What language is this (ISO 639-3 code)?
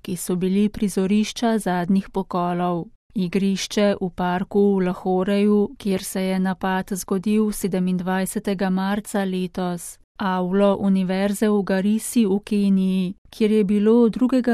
slv